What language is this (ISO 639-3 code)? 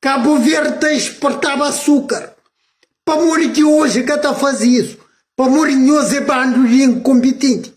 kea